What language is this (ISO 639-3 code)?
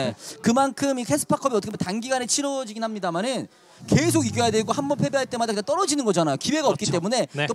kor